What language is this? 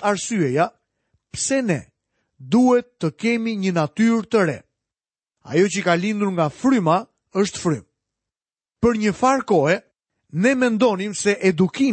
Albanian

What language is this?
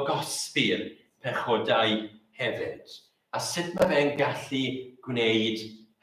Welsh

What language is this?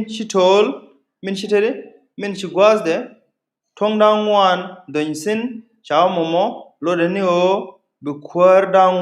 Nuer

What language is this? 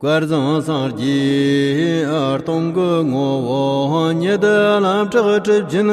Tibetan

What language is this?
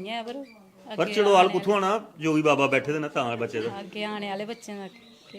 Dogri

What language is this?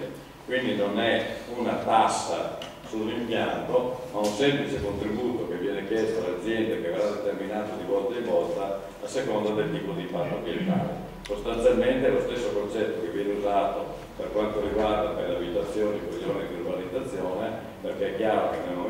Italian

